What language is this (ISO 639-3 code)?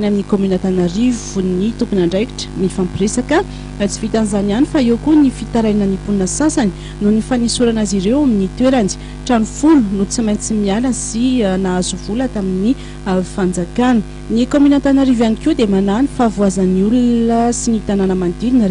mlg